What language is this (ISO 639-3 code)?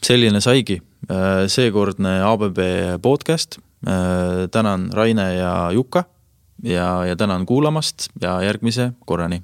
est